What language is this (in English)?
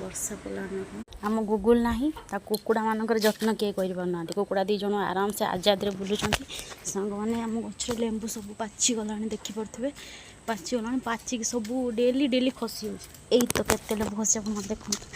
Odia